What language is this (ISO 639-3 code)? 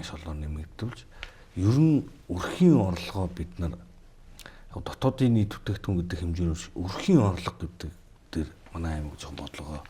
mon